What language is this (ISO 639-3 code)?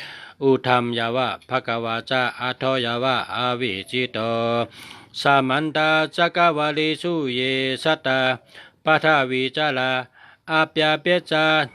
shn